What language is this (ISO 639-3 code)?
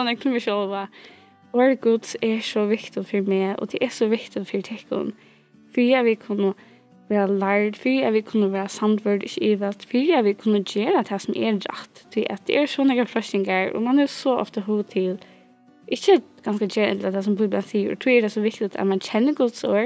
fao